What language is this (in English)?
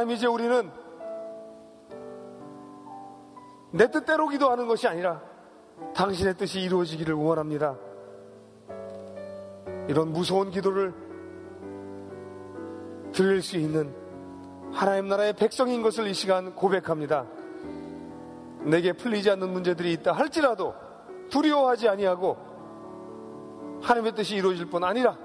Korean